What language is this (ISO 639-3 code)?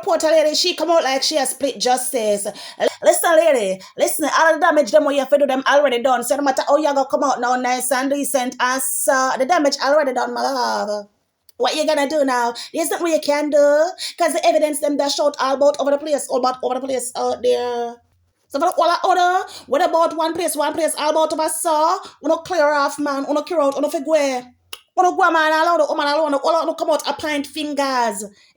jam